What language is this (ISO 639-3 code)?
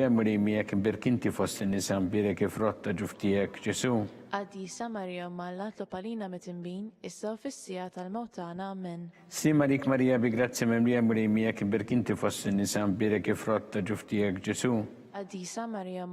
mlt